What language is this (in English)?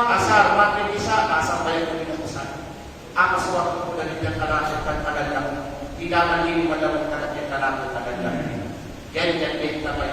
Kalagan